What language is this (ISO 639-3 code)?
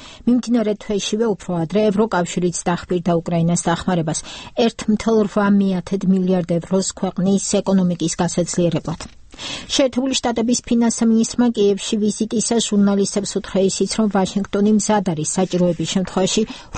kat